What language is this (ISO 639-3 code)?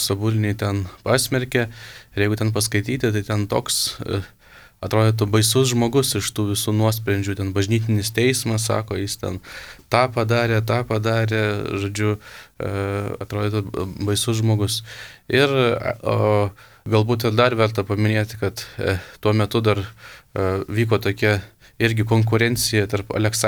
lit